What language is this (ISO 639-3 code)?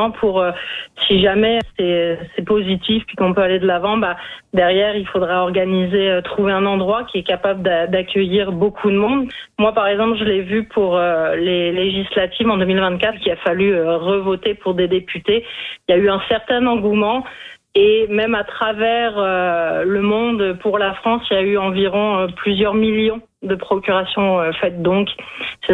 fra